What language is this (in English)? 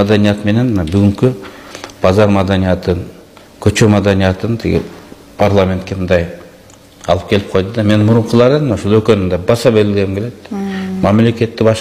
Kyrgyz